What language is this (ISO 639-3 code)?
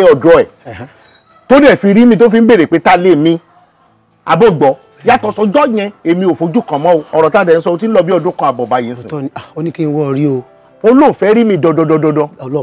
yor